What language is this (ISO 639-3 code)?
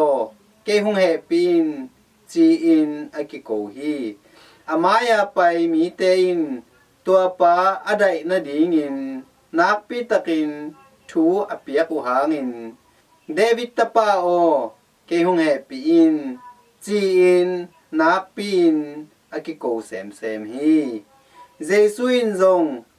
ctd